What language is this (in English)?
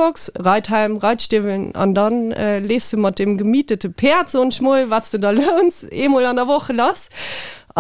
Luxembourgish